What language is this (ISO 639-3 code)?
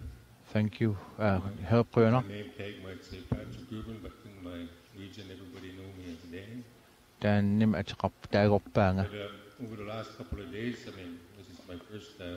kal